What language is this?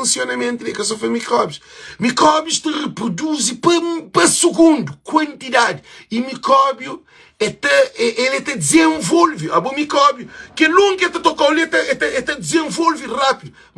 Kabuverdianu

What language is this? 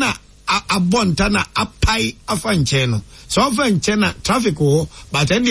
Akan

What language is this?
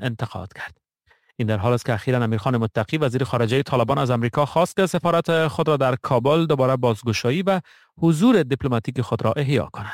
Persian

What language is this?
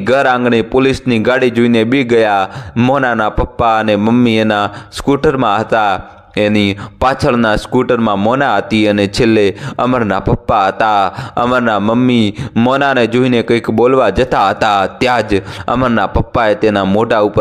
Gujarati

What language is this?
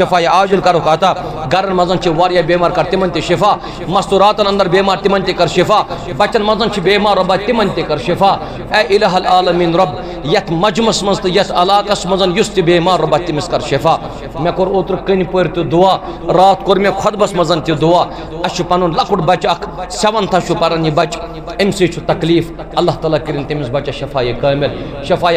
Kashmiri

